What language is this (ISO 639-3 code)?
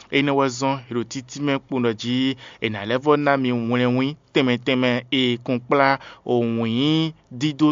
fon